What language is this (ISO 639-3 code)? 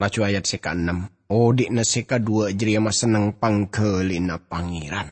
mad